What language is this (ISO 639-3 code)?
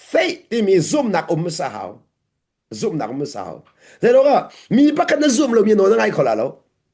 cnh